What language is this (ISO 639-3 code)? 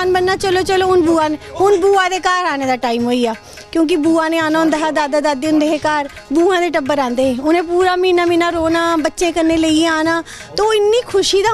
doi